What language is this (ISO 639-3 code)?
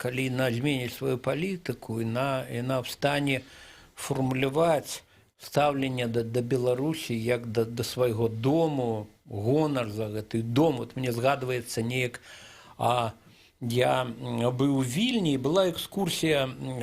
bel